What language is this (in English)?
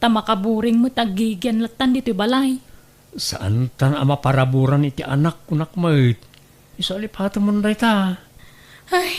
Iloko